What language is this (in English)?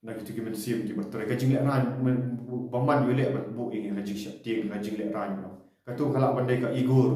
Khasi